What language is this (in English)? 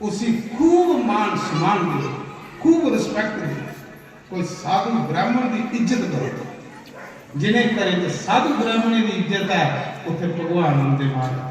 Dogri